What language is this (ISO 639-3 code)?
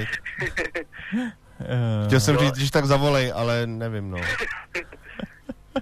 ces